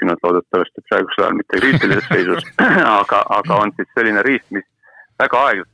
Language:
Estonian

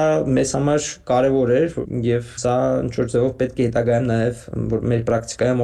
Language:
Armenian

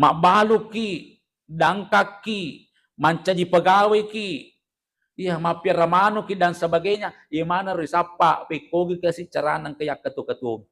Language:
Buginese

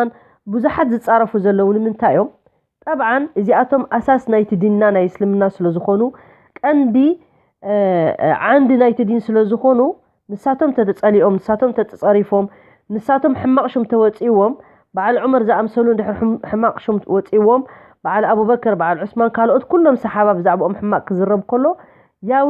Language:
Tigrinya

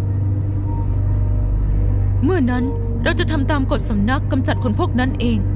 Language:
Thai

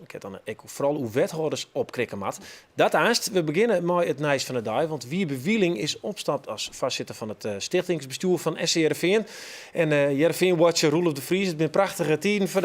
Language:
Western Frisian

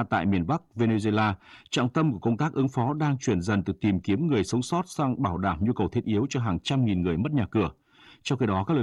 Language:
Vietnamese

